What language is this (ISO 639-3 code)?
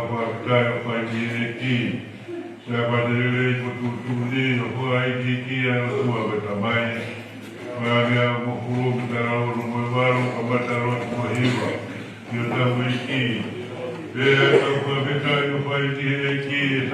ton